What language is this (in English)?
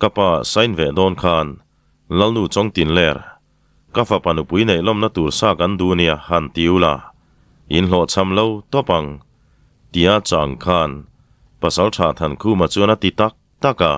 Mizo